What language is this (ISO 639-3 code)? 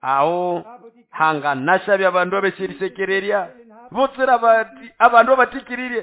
nnb